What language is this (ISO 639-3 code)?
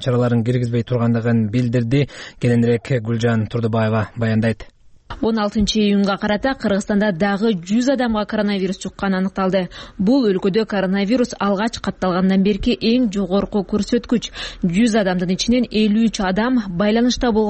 kir